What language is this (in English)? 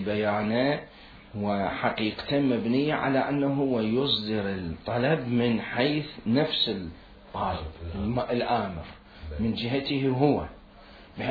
Mesopotamian Arabic